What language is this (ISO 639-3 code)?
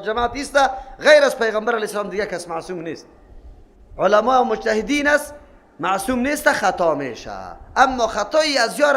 fas